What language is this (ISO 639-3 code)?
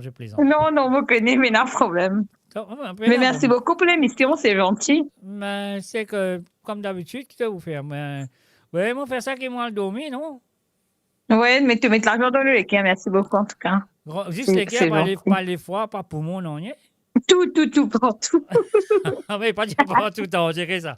mfe